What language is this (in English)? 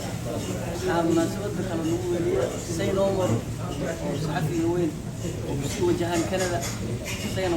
Somali